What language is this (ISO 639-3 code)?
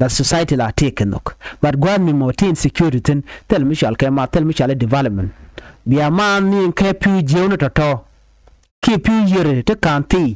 nus